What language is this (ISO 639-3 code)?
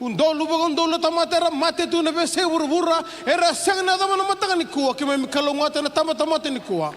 fij